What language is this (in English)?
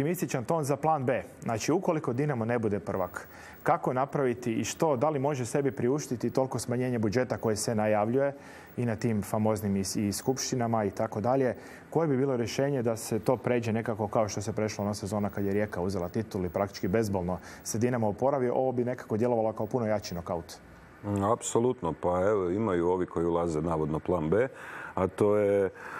Croatian